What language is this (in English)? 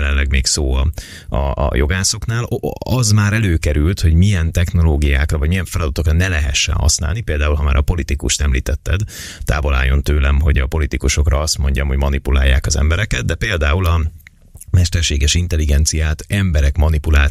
Hungarian